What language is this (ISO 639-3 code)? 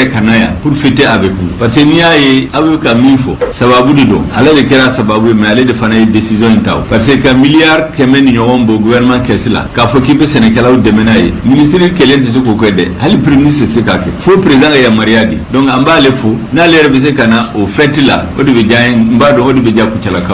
bam